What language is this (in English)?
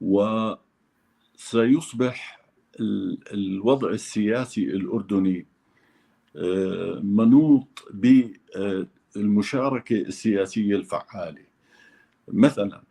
North Levantine Arabic